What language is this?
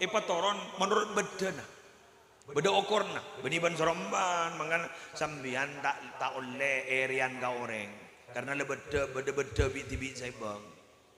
Madurese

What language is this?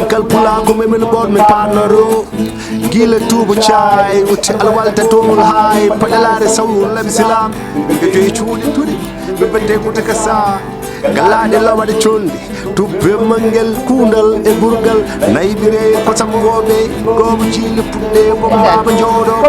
Fula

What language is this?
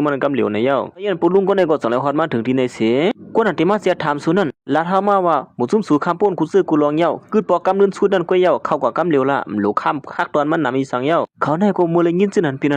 Shan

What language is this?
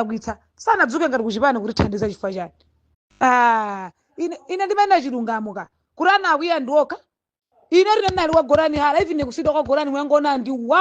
Nyanja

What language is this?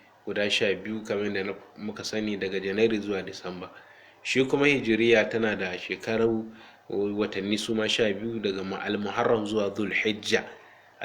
Hausa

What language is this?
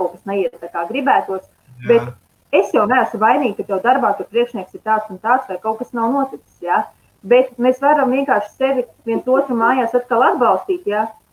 Latvian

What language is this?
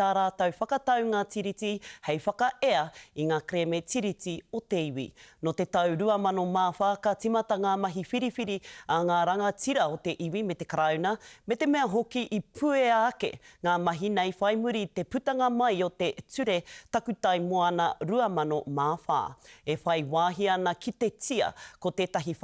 Māori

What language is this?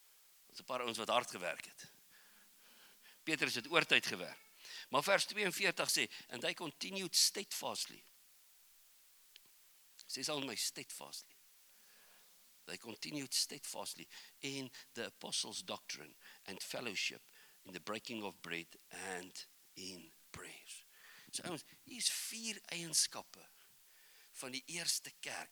Afrikaans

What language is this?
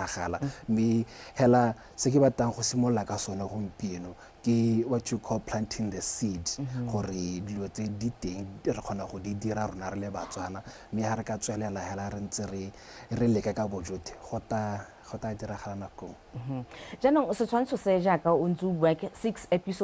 Tswana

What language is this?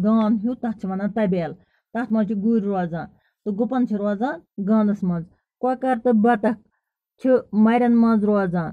Kashmiri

